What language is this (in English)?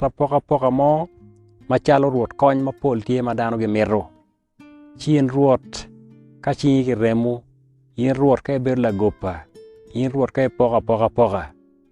Acoli